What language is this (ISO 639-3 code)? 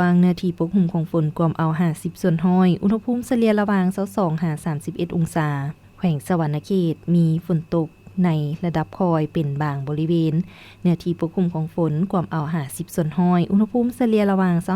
lao